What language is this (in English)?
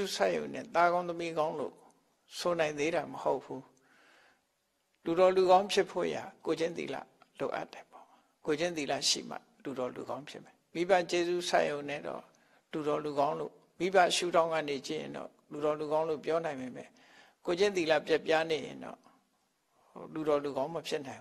Burmese